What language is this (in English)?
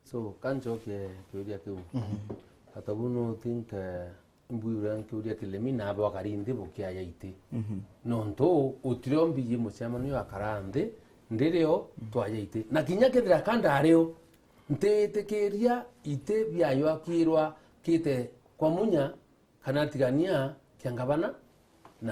Meru